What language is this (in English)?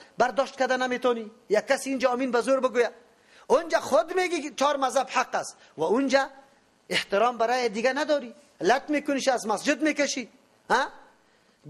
Persian